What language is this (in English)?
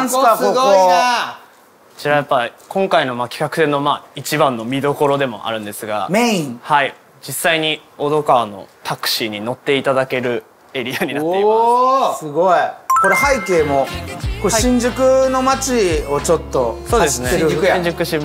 Japanese